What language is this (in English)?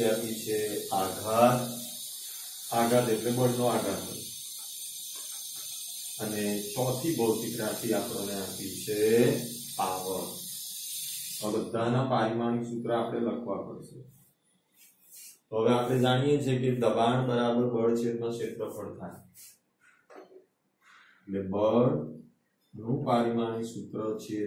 Gujarati